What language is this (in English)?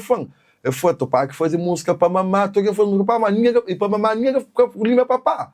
Kabuverdianu